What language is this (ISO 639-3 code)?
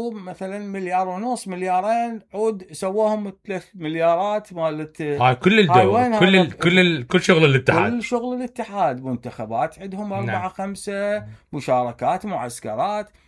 acm